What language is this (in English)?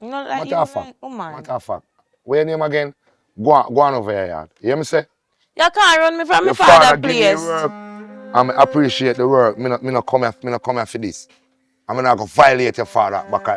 Jamaican Creole English